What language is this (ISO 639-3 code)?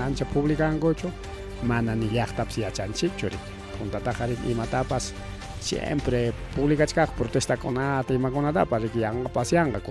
quy